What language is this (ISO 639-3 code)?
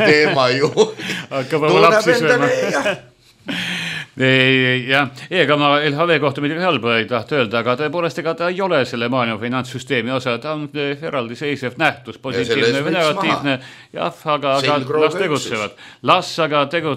est